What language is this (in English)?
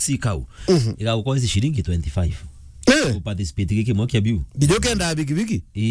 Meru